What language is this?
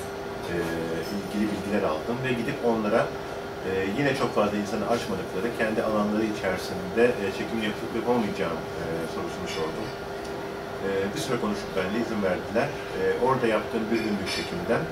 Turkish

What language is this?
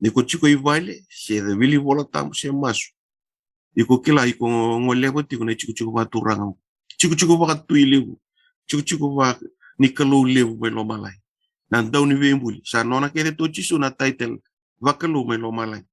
Fijian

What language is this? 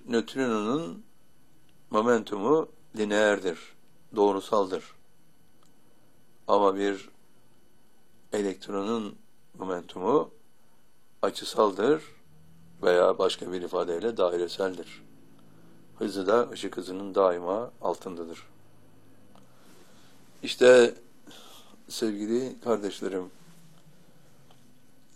Turkish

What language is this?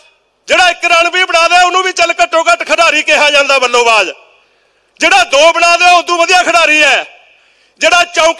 Punjabi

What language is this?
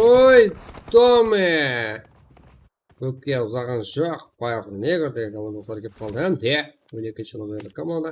Kara-Kalpak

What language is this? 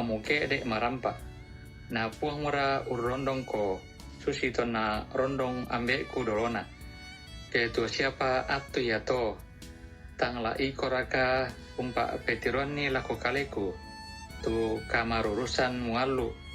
Toraja-Sa'dan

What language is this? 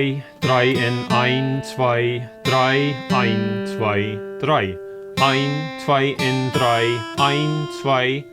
Plautdietsch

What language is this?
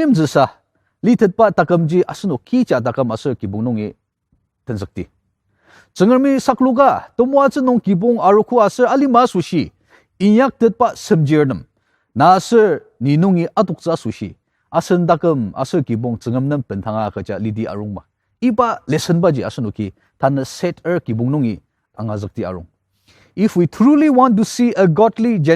Ao Naga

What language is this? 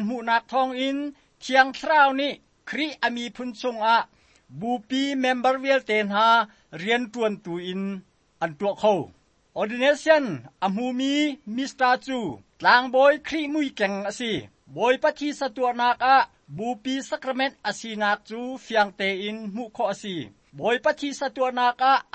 Hakha Chin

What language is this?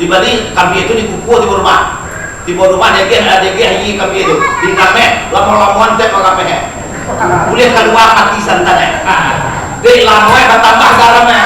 Minangkabau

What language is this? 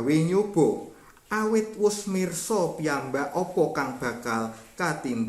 Javanese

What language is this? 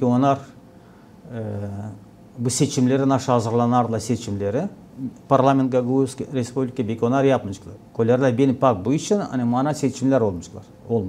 Gagauz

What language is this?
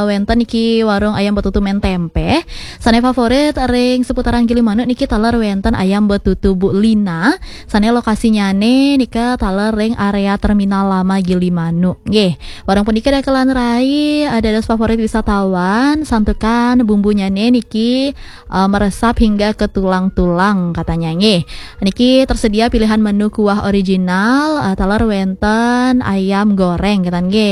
Balinese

